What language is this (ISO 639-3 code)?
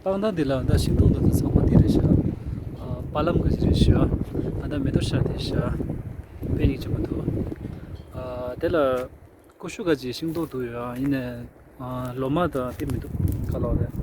bod